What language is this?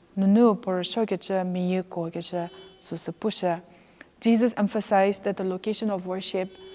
Angami Naga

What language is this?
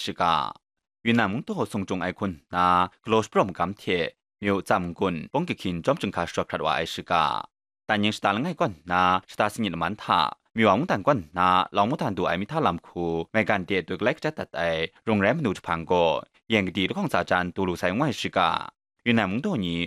Kachin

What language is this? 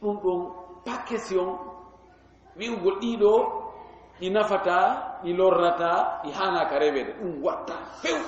Fula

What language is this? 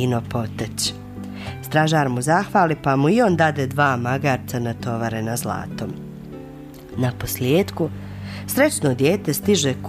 Bosnian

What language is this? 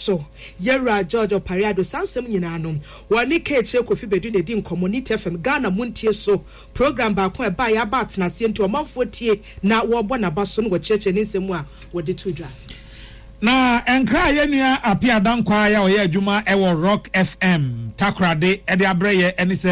Akan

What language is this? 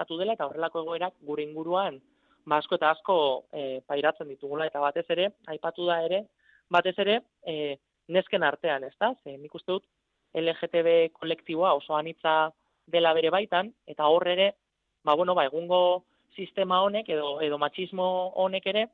Basque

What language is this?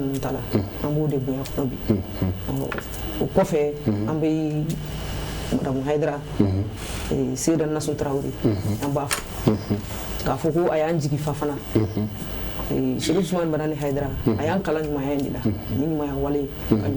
Bambara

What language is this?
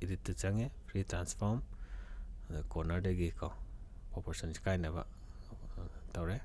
Manipuri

